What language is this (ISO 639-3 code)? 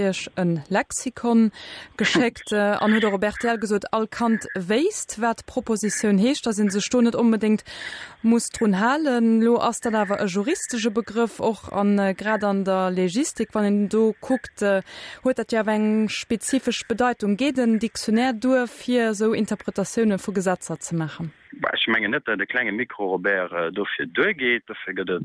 ltz